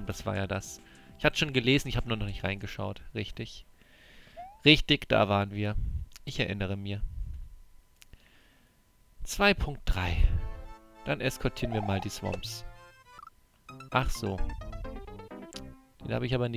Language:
German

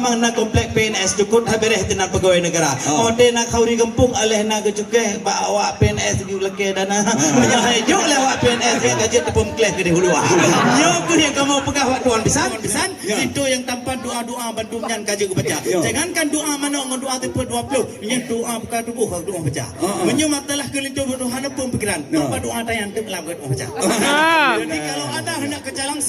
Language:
Achinese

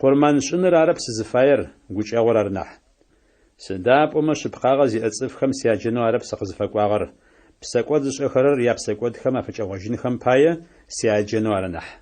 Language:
Adyghe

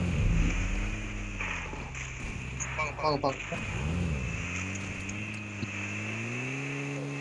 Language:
Tamil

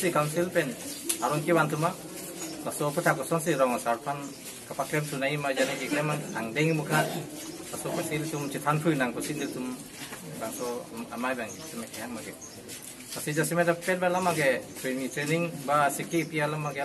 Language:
Karbi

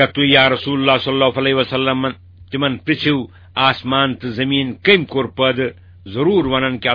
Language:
Kashmiri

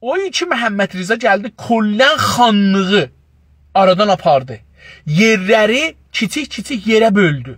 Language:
South Azerbaijani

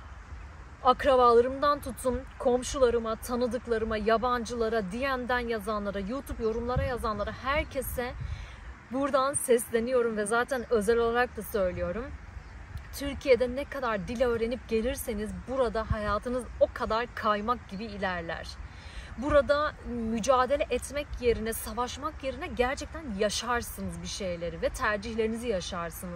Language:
Turkish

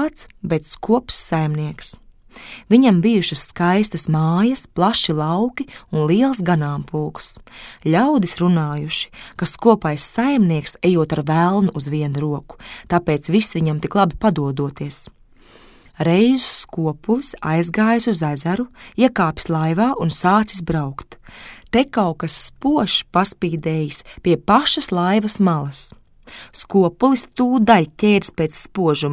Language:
Latvian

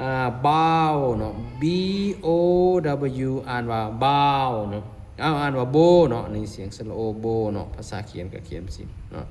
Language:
Lao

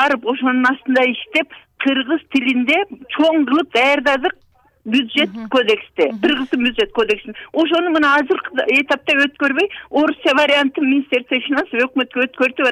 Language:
Kyrgyz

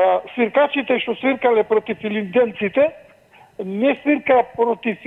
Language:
Macedonian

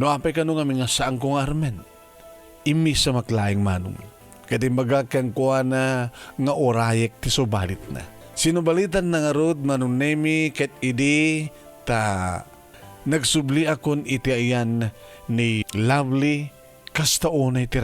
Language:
Iloko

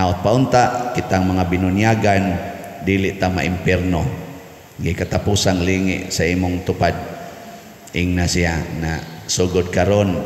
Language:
Cebuano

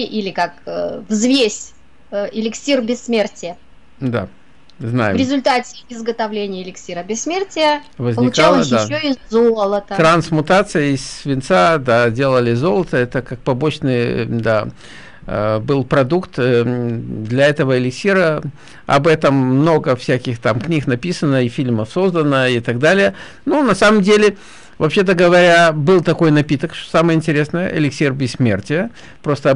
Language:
Russian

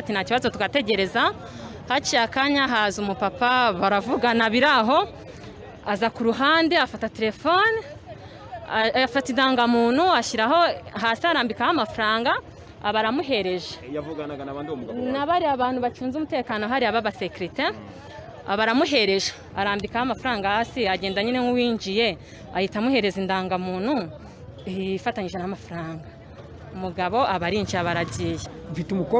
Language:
Kinyarwanda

